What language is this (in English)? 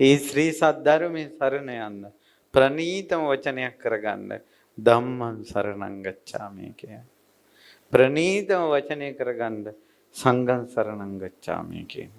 Sinhala